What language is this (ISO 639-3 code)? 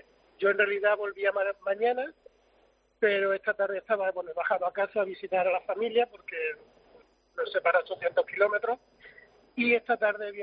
spa